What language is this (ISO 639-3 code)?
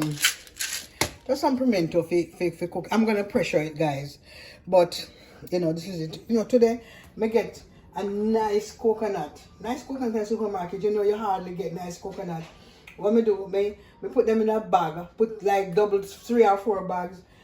jam